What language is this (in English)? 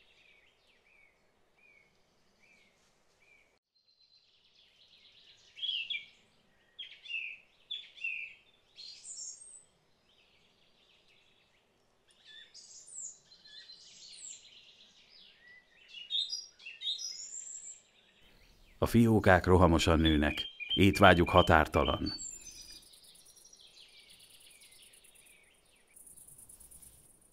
Hungarian